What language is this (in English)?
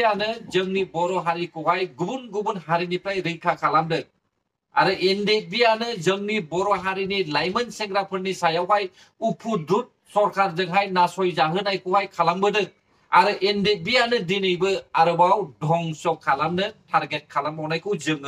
Bodo